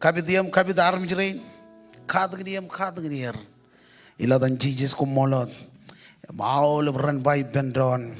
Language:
Marshallese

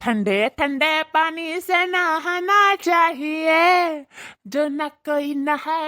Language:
Awadhi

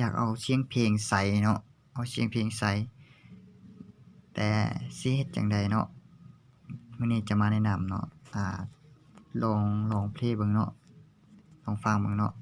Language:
Lao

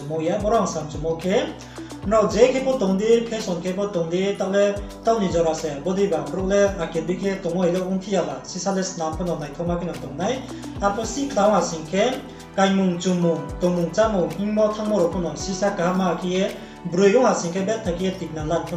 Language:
Riang (India)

